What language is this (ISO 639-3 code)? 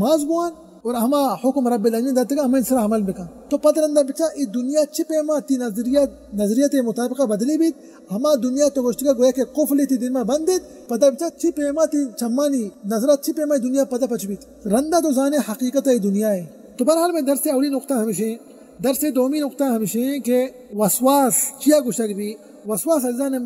bal